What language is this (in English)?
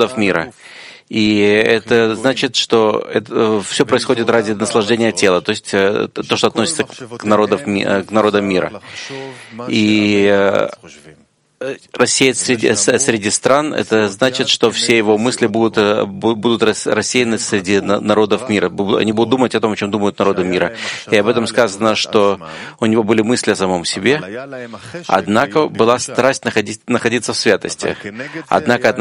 Russian